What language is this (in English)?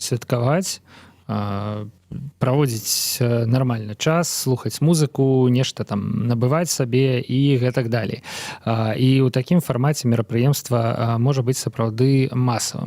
Belarusian